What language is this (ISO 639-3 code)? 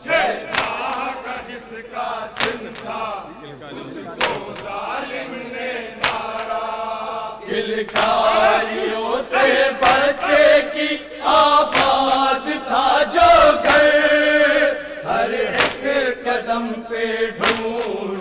urd